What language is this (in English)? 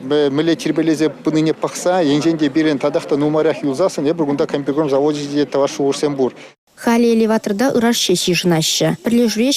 Chuvash